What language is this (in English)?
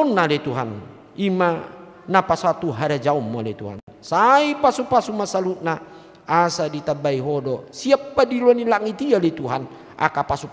Batak Toba